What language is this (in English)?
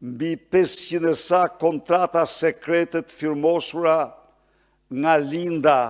Albanian